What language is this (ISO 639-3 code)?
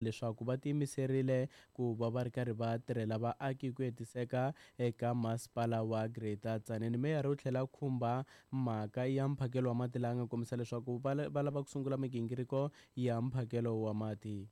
tso